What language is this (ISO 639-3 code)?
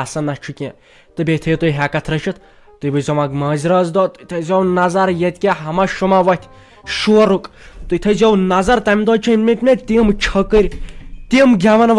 kas